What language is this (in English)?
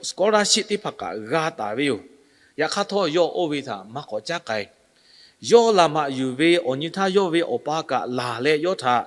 Lahu